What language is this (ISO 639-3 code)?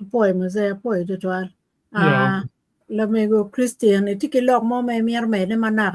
ach